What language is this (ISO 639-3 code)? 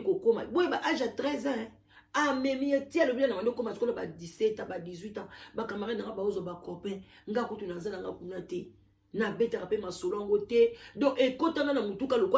lin